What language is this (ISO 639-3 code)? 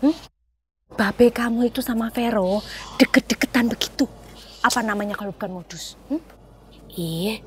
bew